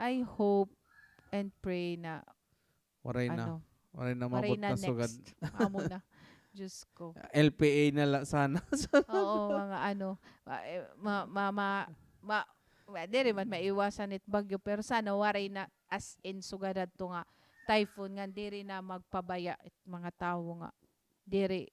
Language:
Waray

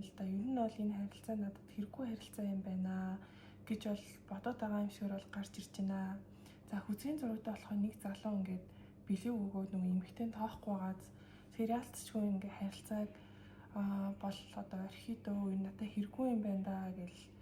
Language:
Mongolian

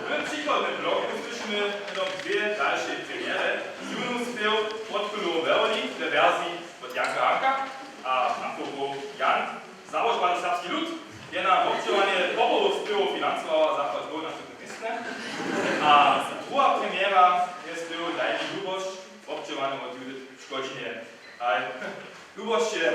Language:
Upper Sorbian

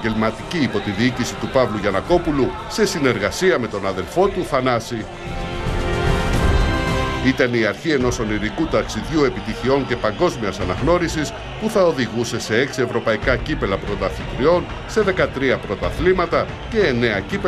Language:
Greek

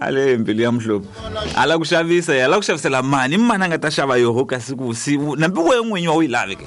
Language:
Tsonga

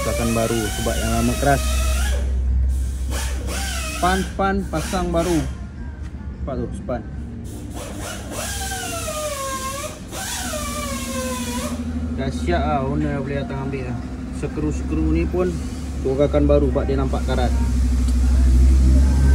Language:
Malay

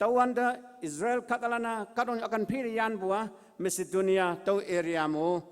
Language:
Konyak Naga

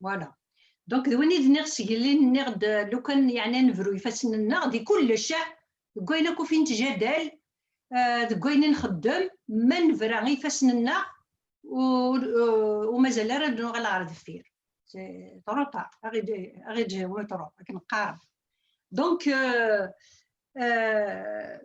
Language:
Kabyle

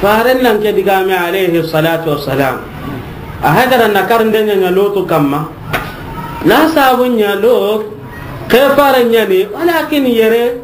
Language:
Soninke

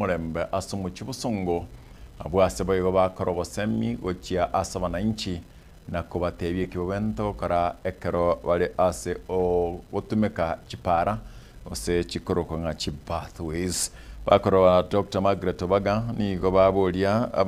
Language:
Gusii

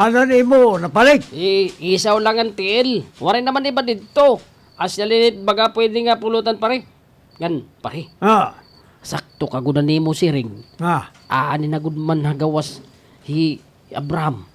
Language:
Waray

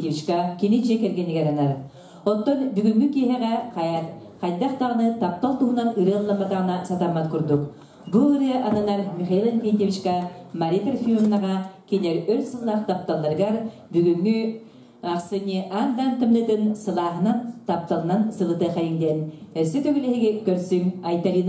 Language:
Yakut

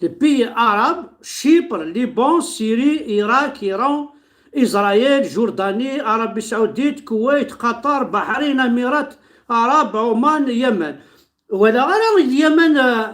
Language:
Kabyle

